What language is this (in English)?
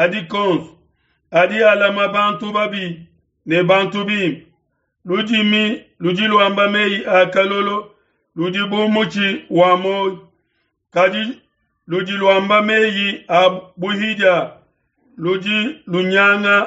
Luba-Lulua